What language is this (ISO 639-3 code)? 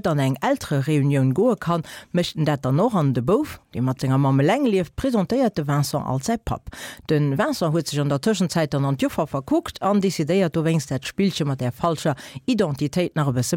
ltz